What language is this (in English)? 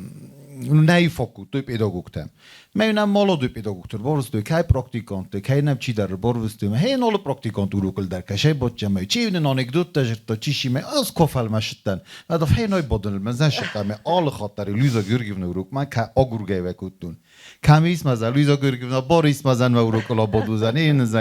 Ossetic